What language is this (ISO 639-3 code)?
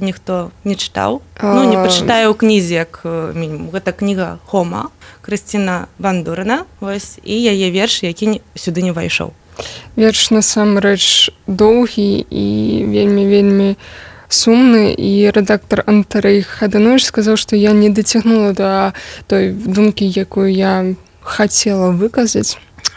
bel